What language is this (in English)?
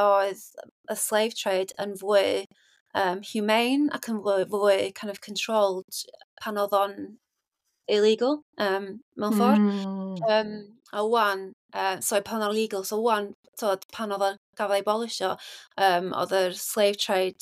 Welsh